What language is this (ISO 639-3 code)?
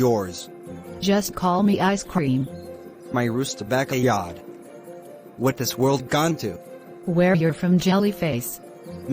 jam